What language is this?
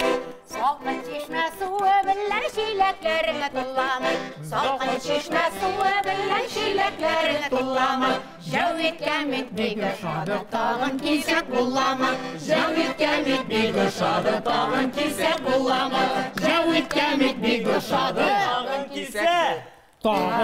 Tatar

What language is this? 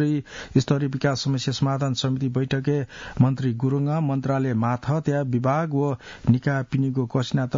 Newari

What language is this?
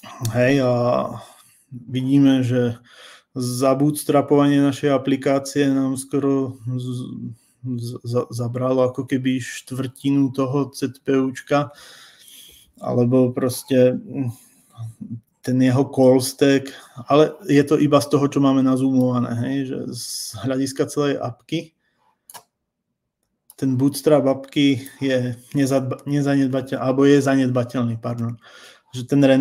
Slovak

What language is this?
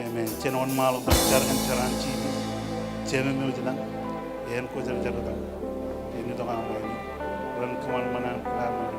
Marshallese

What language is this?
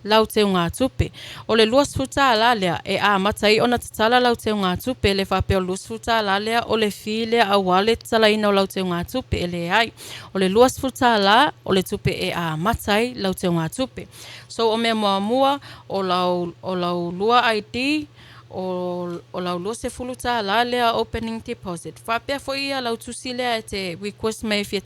Samoan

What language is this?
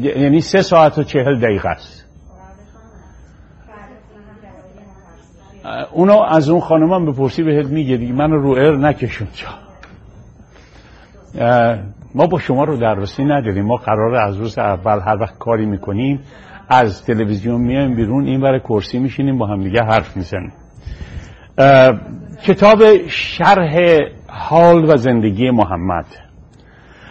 Persian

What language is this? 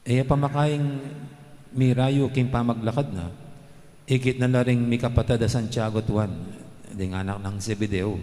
Pampanga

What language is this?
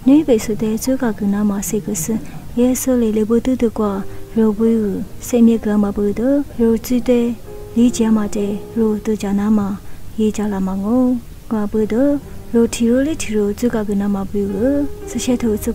Lisu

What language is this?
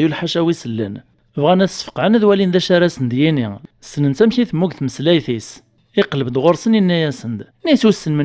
Kabyle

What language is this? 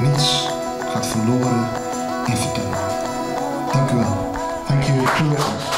Western Frisian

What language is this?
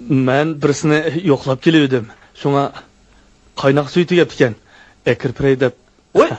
Uyghur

